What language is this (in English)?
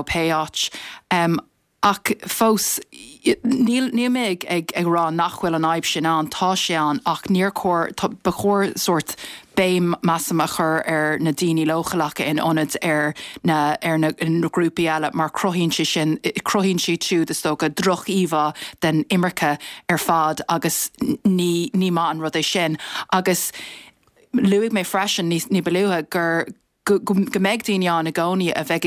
Irish